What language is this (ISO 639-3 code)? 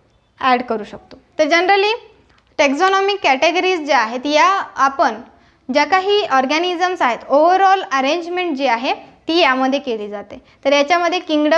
mar